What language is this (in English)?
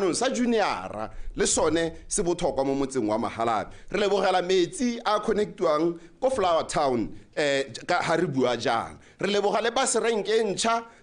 Tswana